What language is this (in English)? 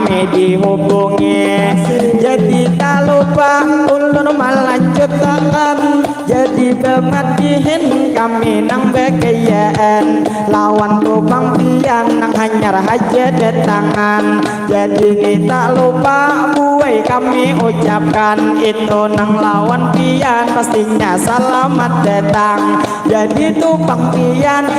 Banjar